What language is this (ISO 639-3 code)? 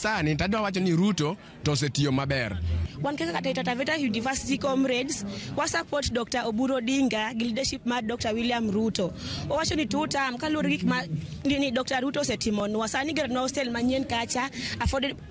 luo